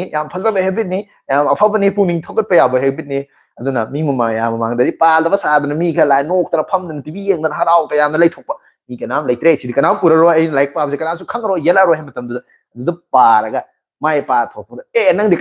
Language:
Manipuri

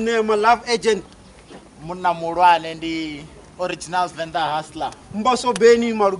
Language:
Venda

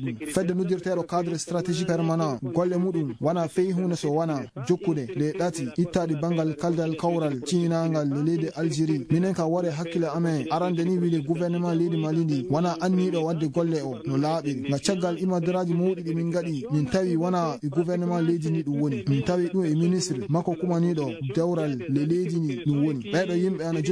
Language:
Fula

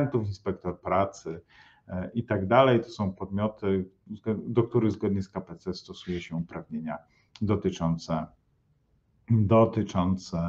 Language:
Polish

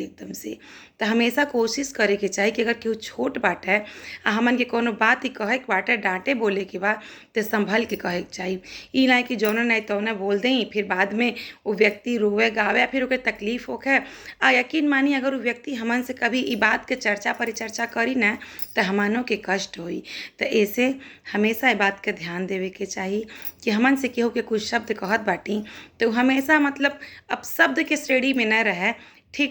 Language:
Bhojpuri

